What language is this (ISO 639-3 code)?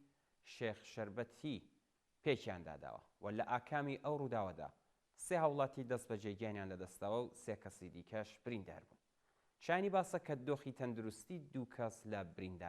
ckb